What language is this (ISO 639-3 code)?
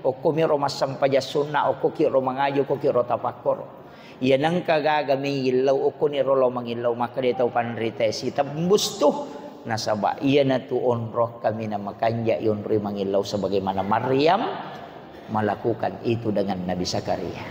bug